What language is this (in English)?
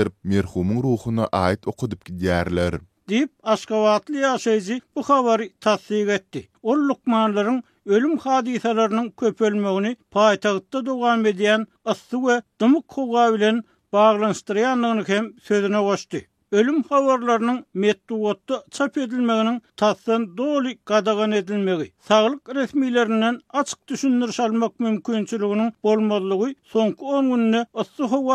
Turkmen